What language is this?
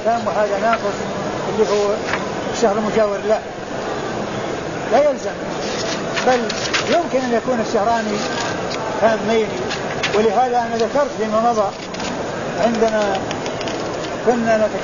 Arabic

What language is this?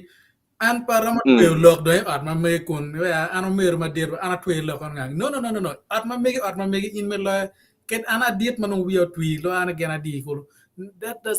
Acoli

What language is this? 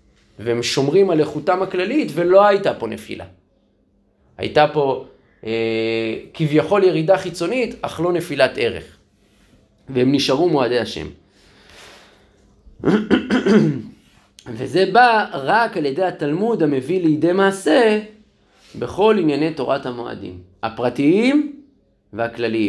Hebrew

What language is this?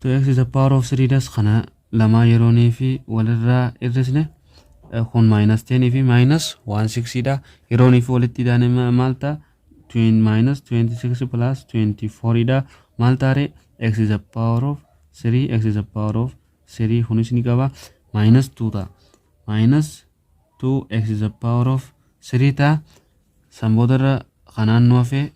Oromo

